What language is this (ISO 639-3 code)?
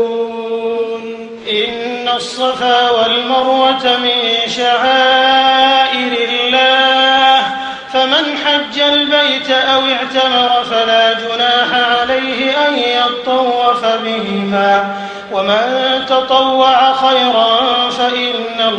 ara